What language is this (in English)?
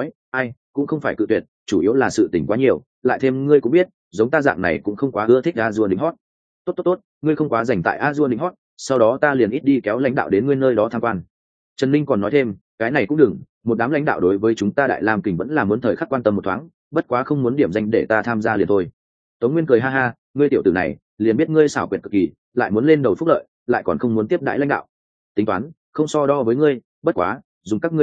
Vietnamese